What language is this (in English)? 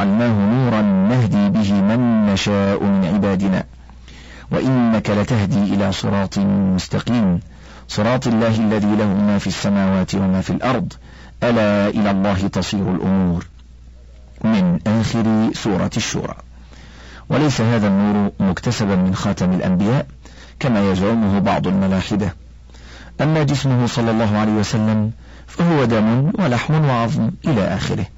Arabic